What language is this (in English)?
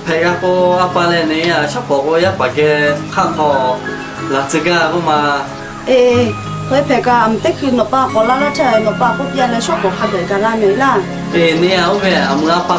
Lahu